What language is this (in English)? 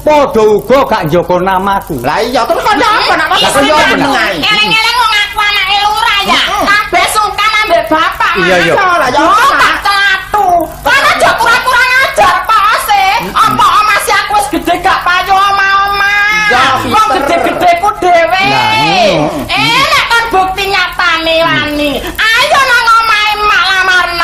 Javanese